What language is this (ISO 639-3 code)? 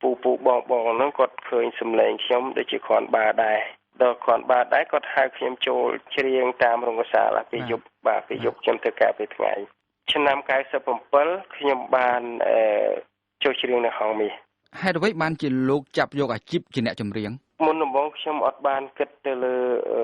khm